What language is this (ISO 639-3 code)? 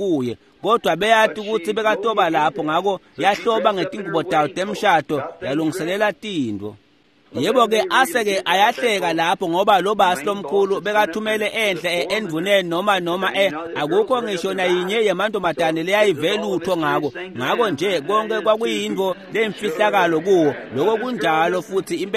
ssw